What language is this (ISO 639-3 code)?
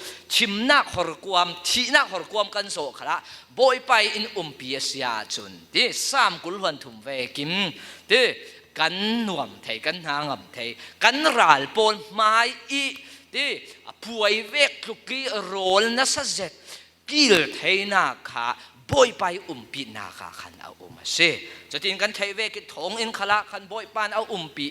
cfm